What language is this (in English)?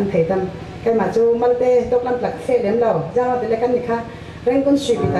Falam Chin